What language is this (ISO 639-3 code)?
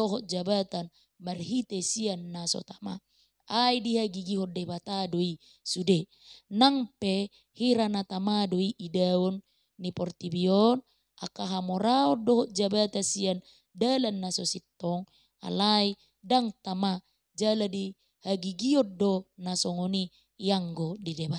bbc